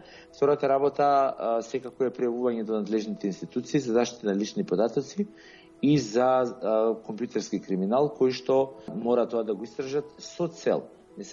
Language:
Macedonian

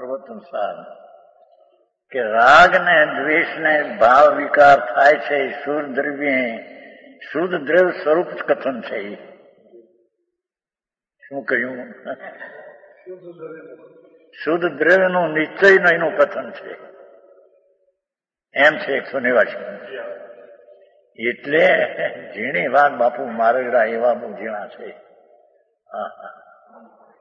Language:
Gujarati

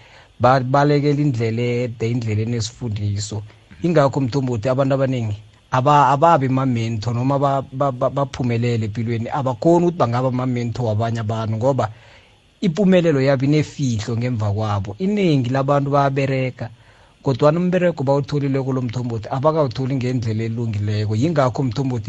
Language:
South Ndebele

